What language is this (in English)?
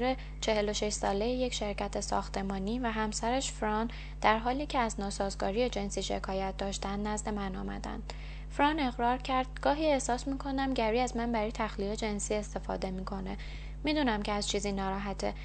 Persian